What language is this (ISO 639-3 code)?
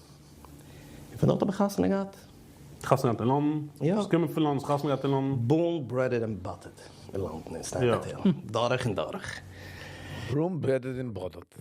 yid